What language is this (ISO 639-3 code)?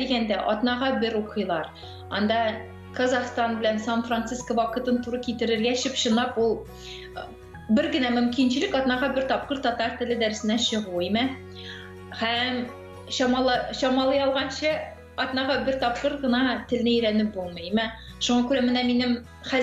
tat